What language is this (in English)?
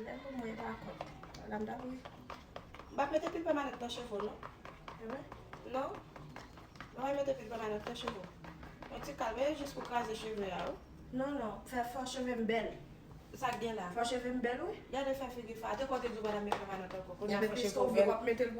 Haitian Creole